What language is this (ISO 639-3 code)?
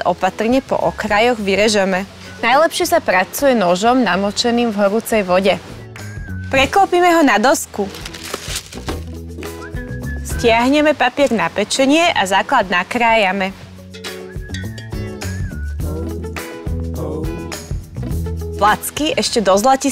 slk